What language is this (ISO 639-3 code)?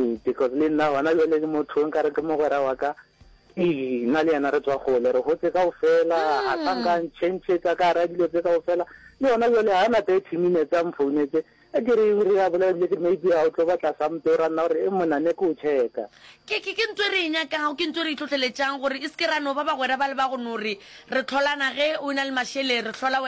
nso